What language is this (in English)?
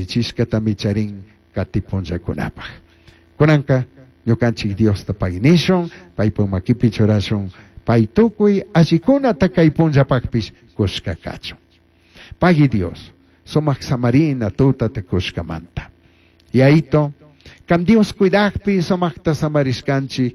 Chimborazo Highland Quichua